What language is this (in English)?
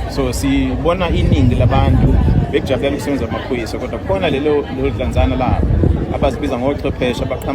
Zulu